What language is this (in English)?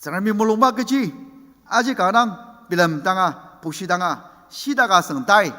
Ao Naga